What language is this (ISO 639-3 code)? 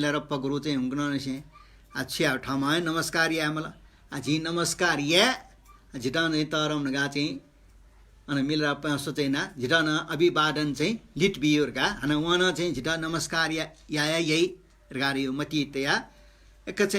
new